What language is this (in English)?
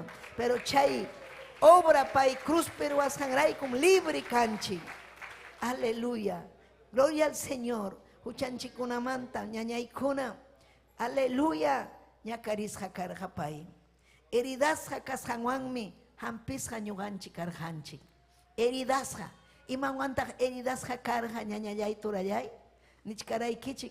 Ayacucho Quechua